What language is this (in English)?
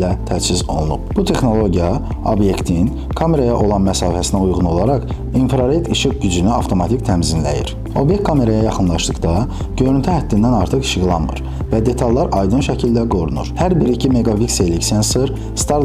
Azerbaijani